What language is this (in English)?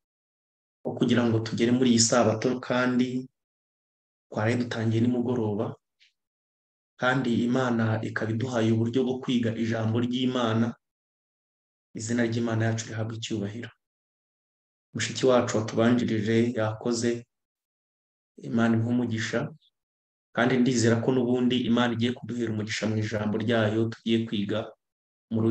Kinyarwanda